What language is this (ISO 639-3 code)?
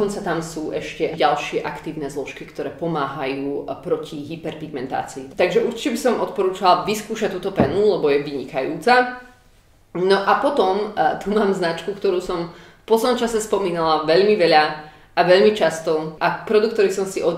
slk